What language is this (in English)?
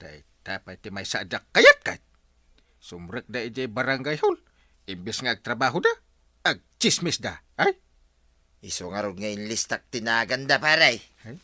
Iloko